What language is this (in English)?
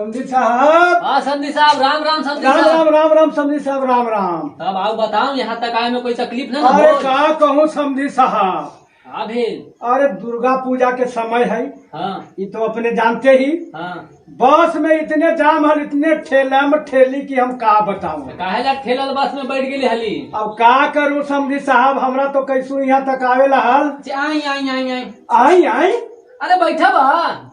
Magahi